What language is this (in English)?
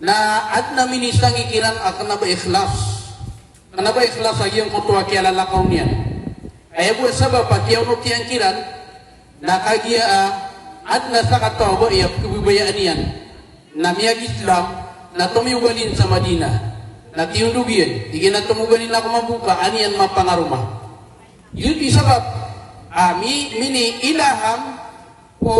Maranao